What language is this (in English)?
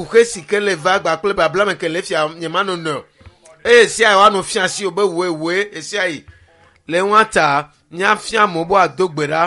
Ewe